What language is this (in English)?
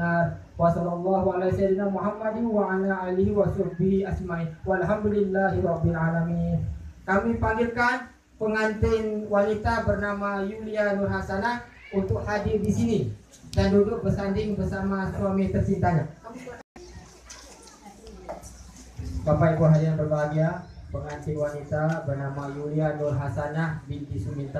Indonesian